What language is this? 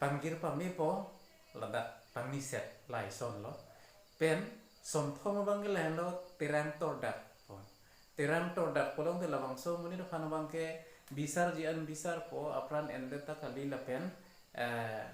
Karbi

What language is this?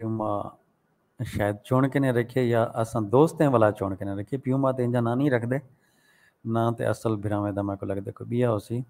Saraiki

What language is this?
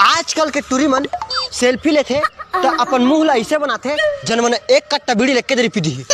Chhattisgarhi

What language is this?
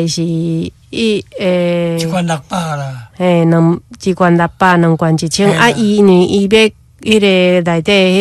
Min Nan Chinese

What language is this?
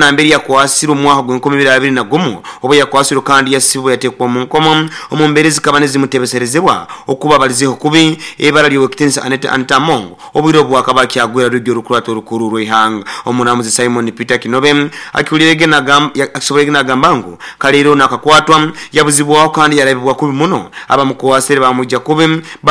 Nyoro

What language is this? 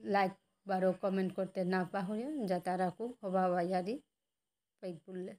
Bishnupriya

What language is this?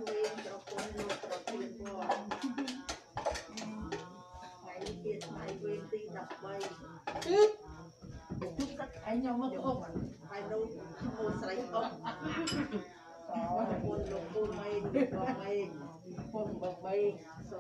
Vietnamese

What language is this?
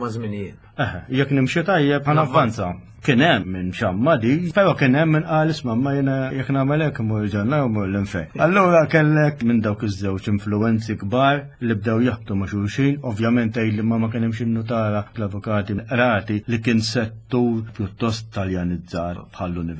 Maltese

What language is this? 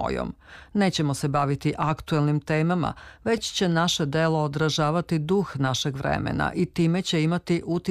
Serbian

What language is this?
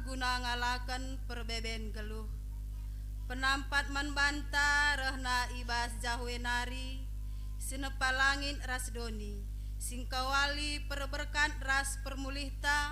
Batak Karo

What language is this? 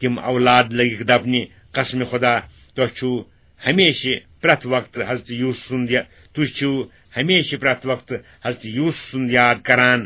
Kashmiri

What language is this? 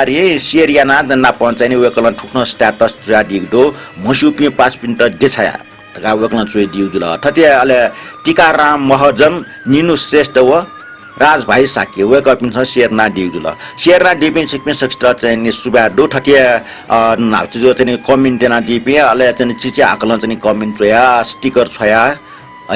Newari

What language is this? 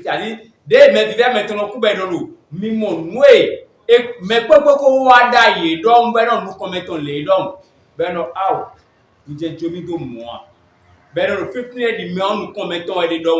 Fon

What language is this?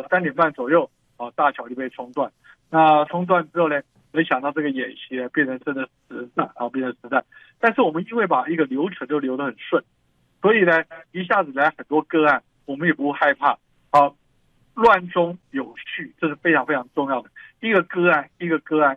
Chinese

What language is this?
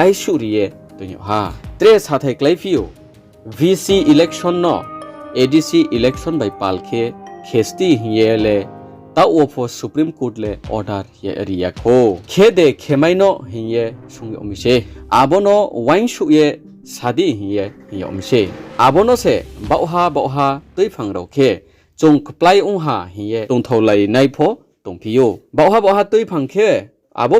Riang (India)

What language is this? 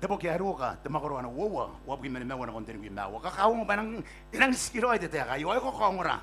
Gilbertese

